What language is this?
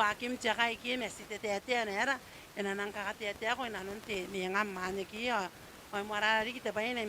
Gilbertese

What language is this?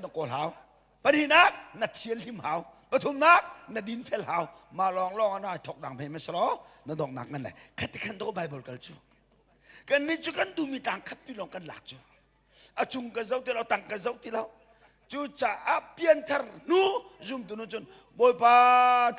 Hakha Chin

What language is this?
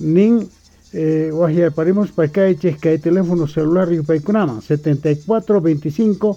South Bolivian Quechua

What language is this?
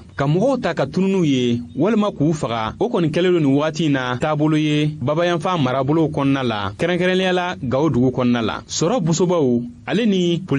Bambara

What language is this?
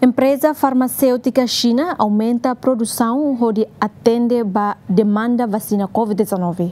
Tetum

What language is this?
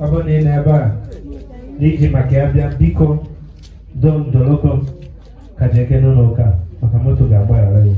Igbo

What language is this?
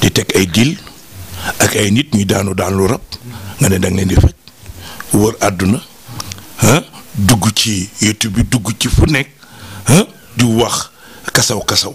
Wolof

